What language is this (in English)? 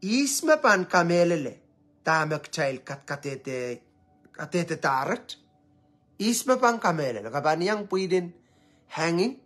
Pohnpeian